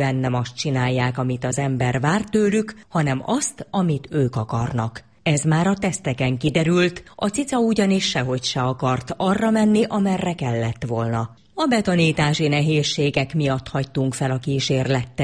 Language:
Hungarian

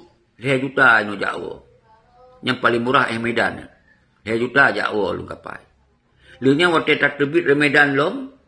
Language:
Achinese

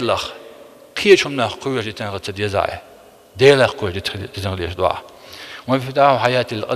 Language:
Chechen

